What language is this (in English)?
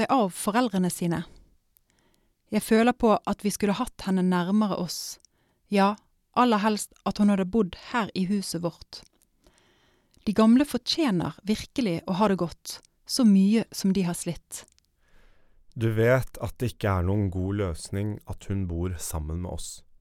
Norwegian